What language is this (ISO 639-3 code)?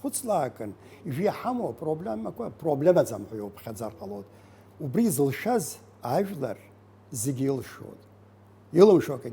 abk